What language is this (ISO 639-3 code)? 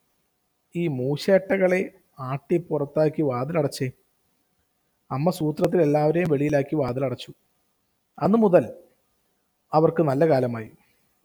mal